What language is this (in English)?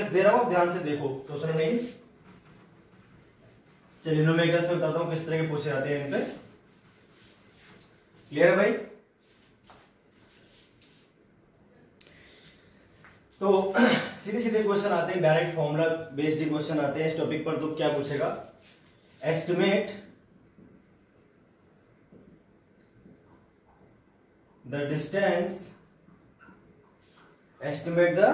Hindi